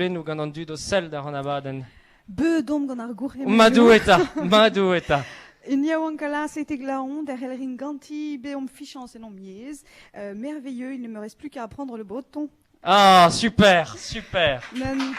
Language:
Breton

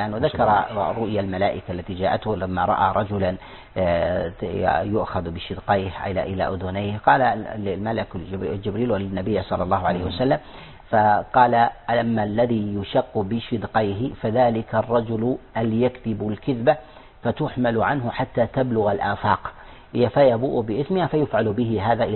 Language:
Arabic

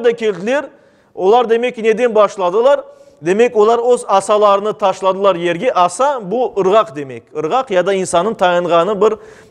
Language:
Crimean Tatar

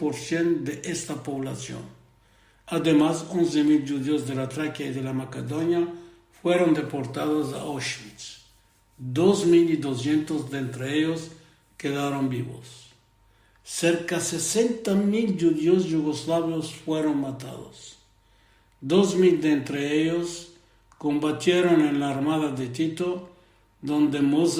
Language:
Ladino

